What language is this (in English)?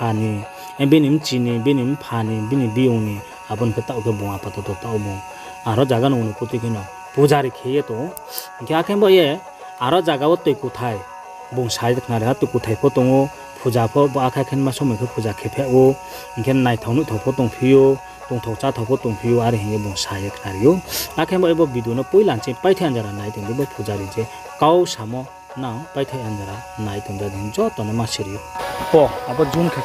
Riang (India)